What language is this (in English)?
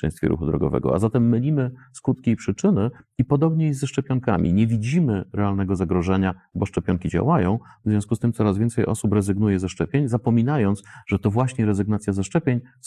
Polish